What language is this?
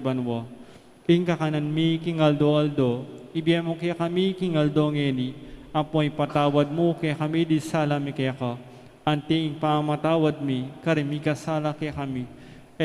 Pampanga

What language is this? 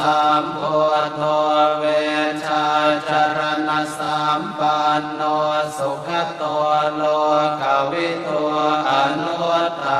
Pali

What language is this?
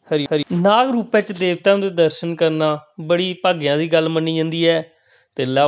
Dogri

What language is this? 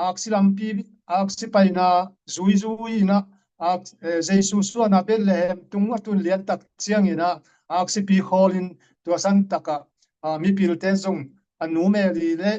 Tedim Chin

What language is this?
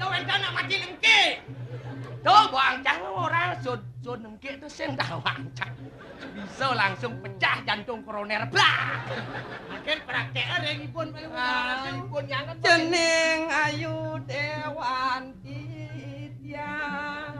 Balinese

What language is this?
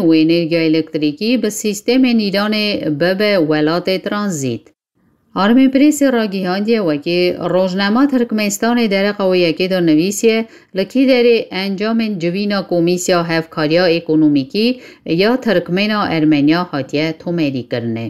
Kurdish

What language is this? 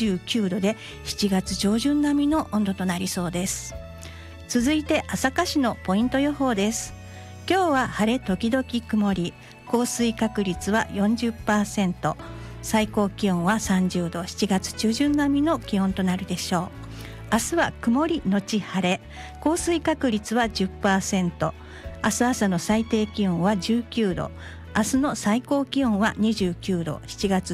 Japanese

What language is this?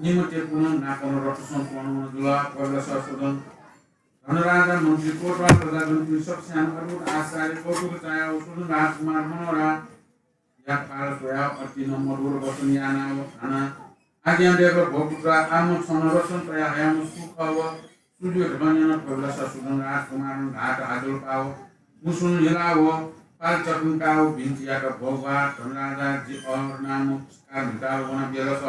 Newari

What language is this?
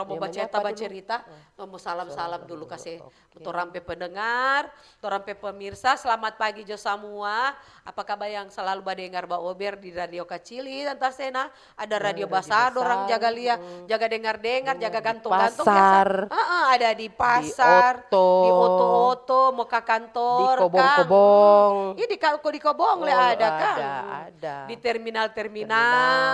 Manado Malay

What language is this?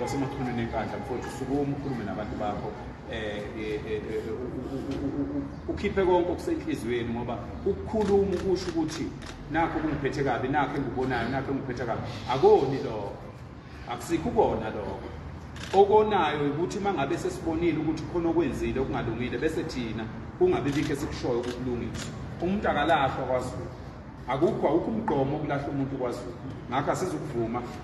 Zulu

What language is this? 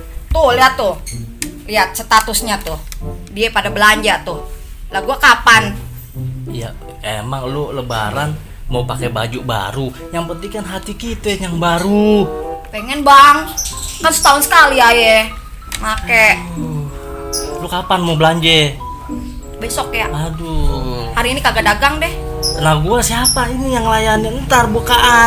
Betawi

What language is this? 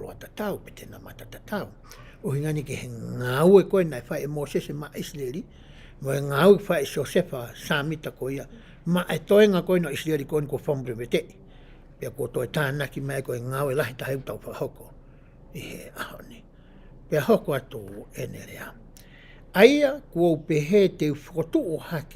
Tongan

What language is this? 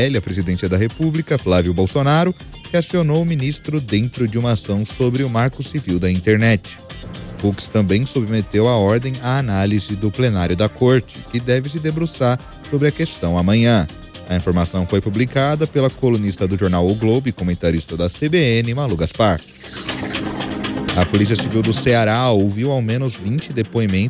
Portuguese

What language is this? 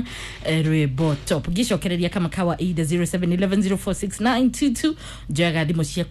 Kikuyu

